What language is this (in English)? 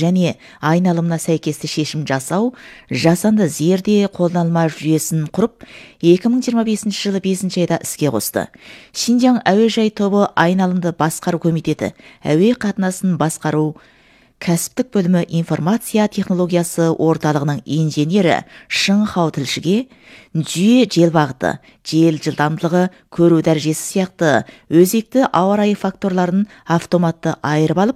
Kazakh